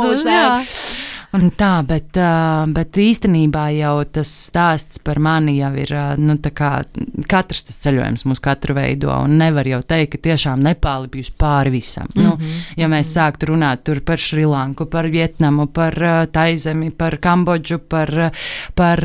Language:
Latvian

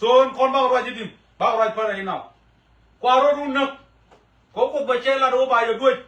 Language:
Nuer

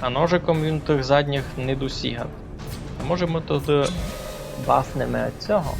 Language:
Rusyn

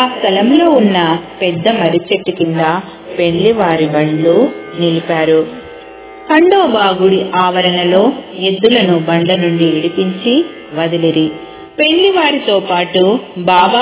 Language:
Telugu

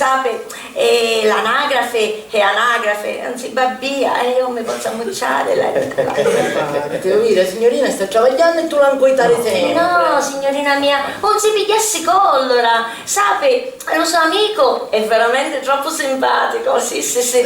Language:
Sicilian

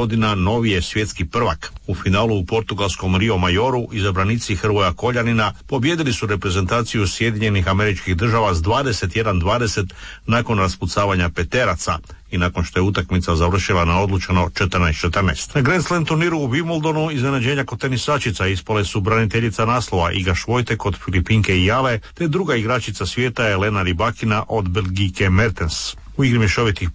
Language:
Croatian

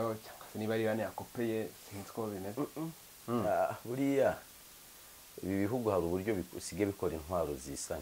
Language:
Kinyarwanda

